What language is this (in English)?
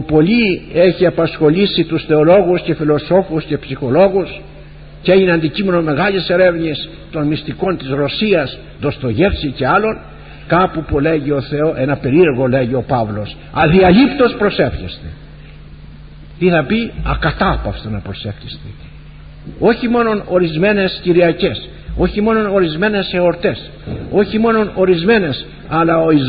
Greek